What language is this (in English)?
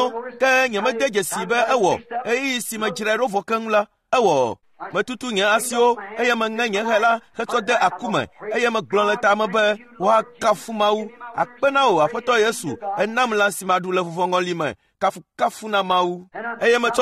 Ewe